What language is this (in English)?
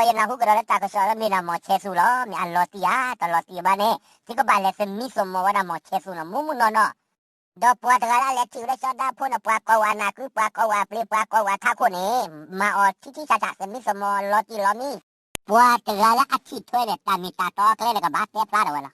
S'gaw Karen